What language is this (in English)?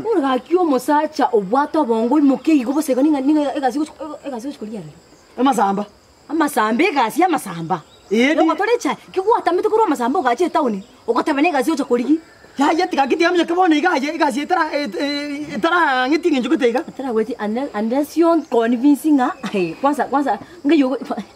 Gusii